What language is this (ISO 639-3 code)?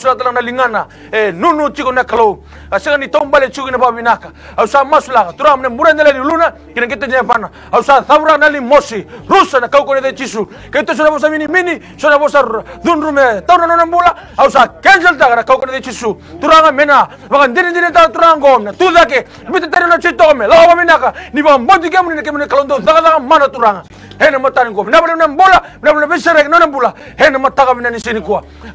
fij